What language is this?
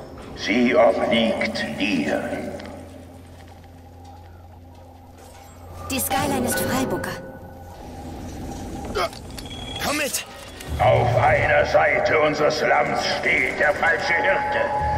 German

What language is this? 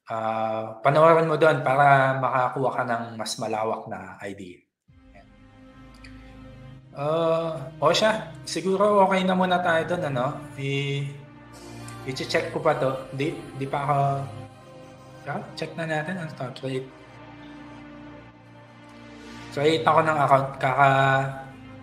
Filipino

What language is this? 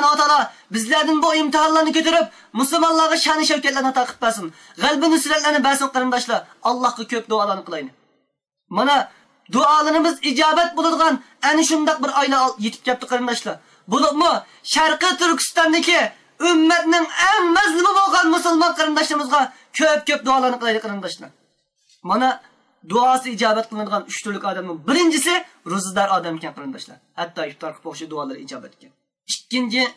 Uyghur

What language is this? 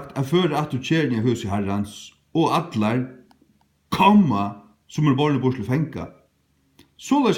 Faroese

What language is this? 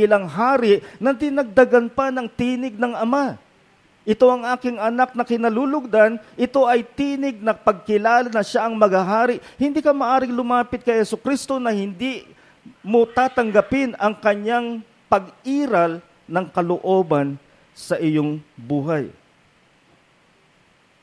Filipino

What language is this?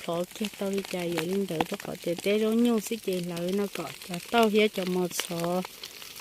Hmong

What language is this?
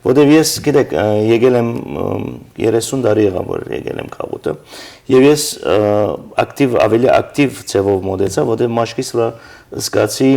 Western Armenian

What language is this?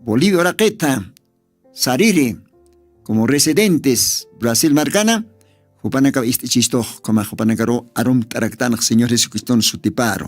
Aymara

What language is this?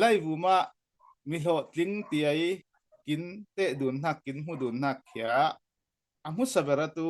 Falam Chin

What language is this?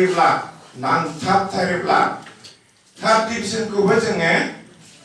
Bodo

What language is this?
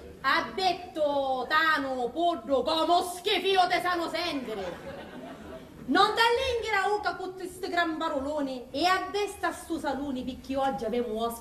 Sicilian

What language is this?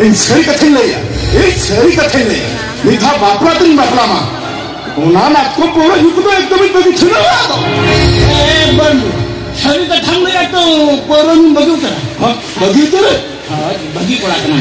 Santali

